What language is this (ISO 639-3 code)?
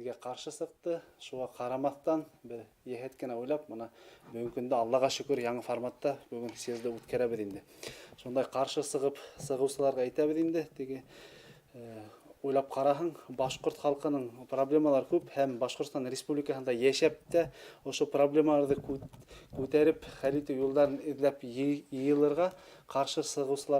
bak